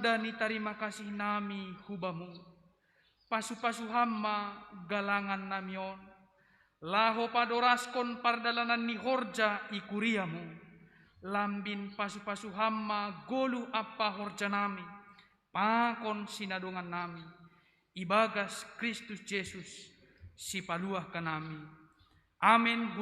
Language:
Batak Simalungun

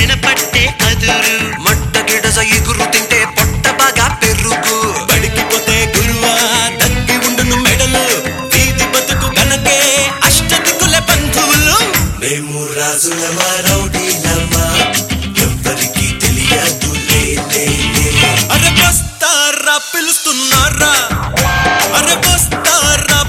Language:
Telugu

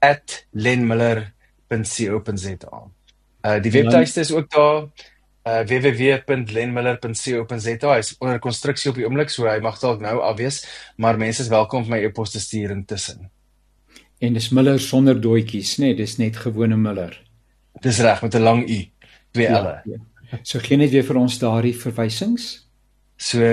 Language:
Afrikaans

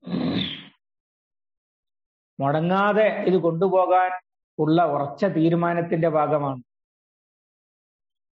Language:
Malayalam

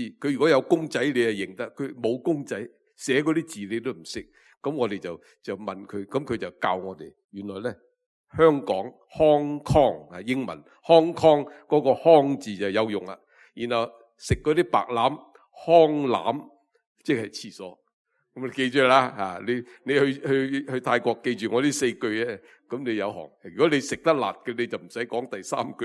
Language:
Cantonese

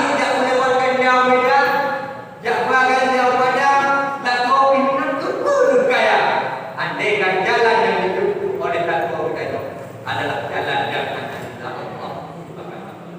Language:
Achinese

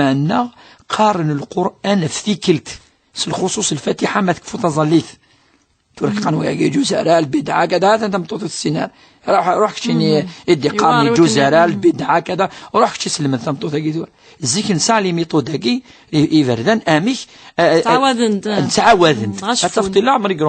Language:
Kabyle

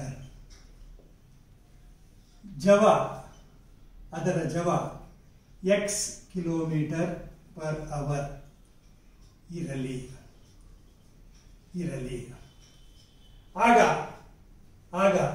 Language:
Kannada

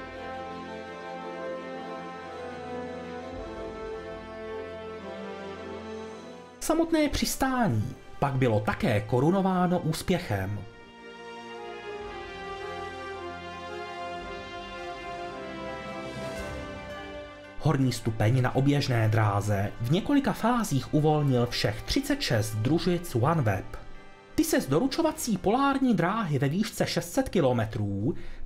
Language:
Czech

